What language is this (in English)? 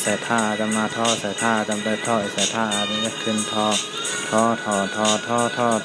Shan